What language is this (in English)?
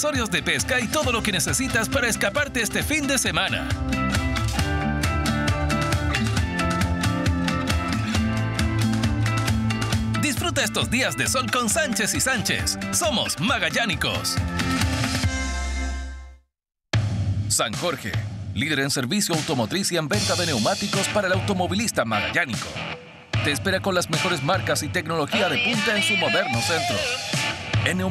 Spanish